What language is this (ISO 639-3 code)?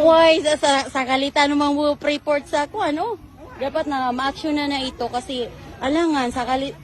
mrw